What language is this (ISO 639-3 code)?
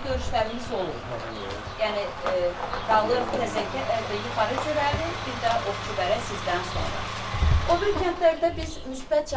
aze